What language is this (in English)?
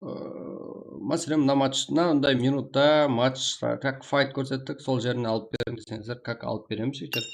Kara-Kalpak